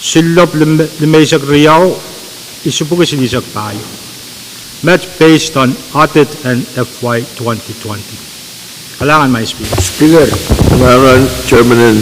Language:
Pohnpeian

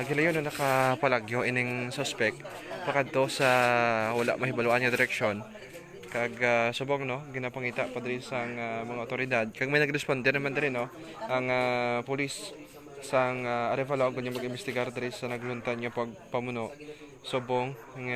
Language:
Hiligaynon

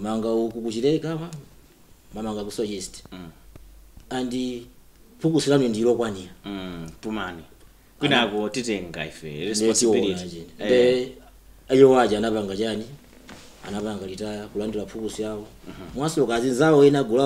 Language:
Nyanja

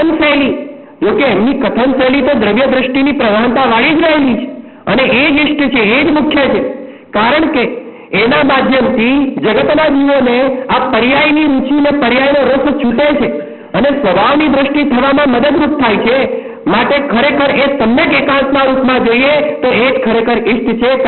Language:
Gujarati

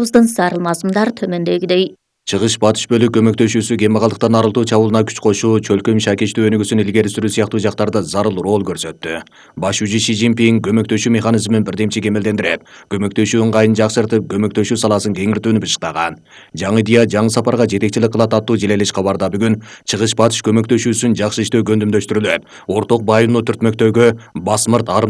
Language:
Kyrgyz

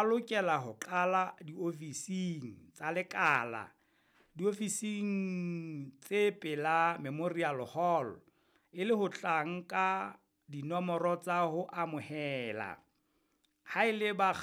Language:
Southern Sotho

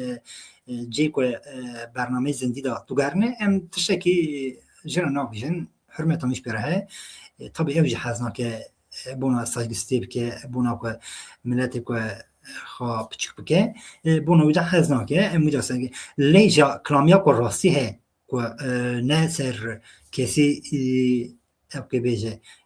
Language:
Kurdish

